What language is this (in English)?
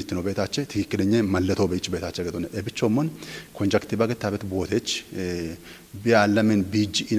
Kafa